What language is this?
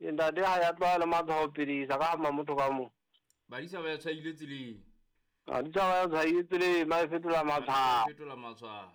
Southern Sotho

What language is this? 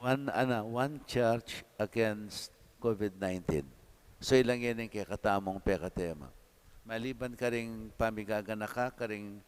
Pampanga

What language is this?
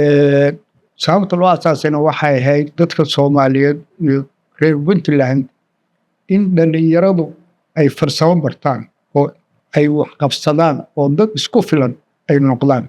Somali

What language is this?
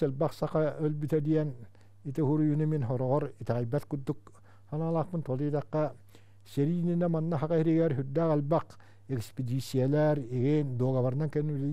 Yakut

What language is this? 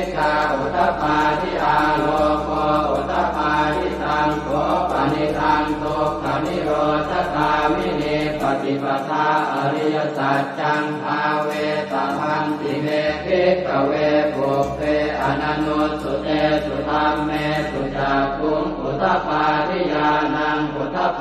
Pali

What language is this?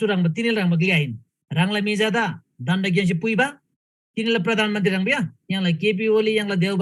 Eastern Tamang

